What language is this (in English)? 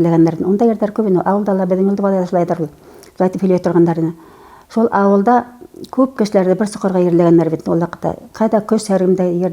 Bashkir